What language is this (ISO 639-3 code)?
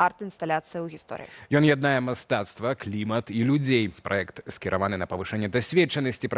bel